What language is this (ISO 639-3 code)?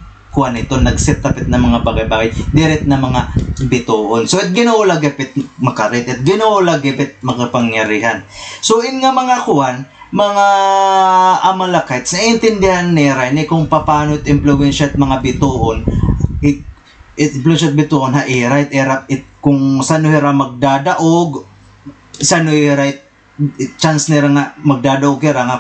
war